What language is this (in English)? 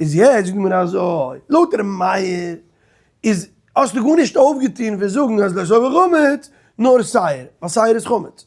Yiddish